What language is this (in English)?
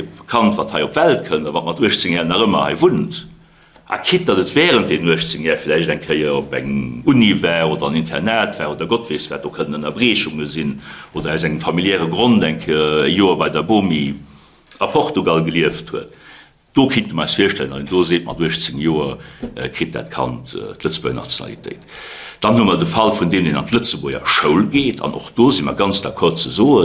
Luxembourgish